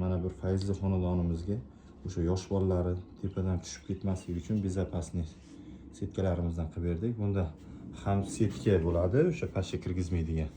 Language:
Uzbek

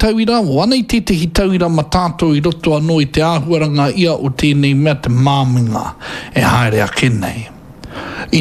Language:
Māori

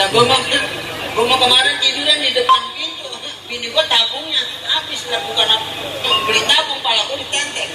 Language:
Betawi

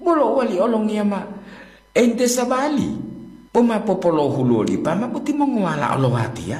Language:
Gorontalo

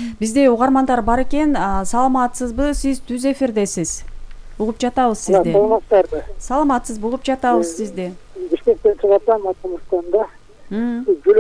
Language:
Kyrgyz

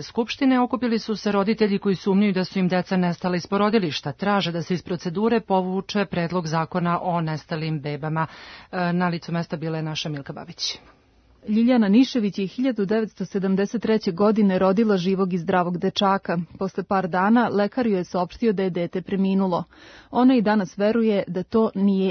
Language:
Serbian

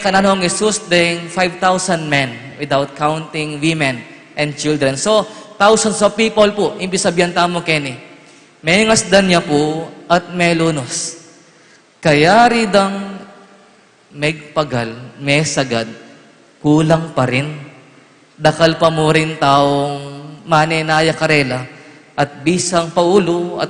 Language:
Pampanga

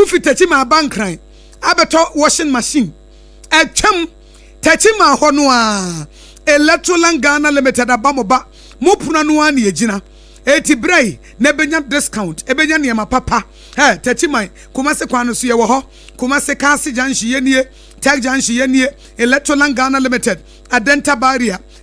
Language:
Akan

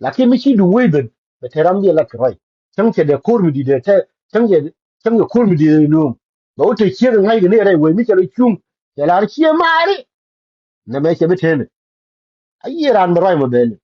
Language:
Nuer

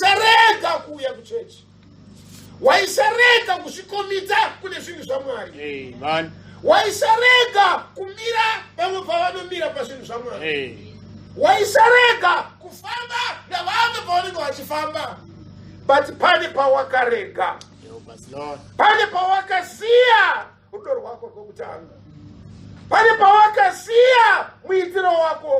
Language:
Shona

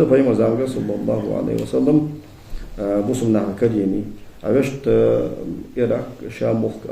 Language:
Ingush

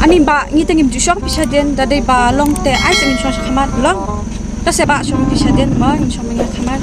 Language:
Khasi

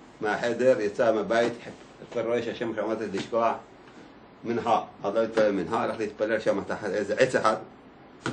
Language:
Hebrew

